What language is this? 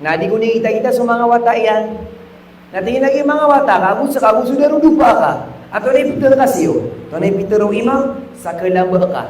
Maranao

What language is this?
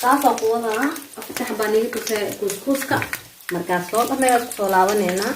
Somali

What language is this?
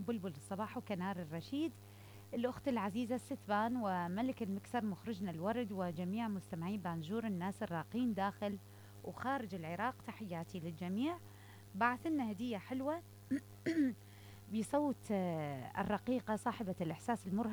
Mesopotamian Arabic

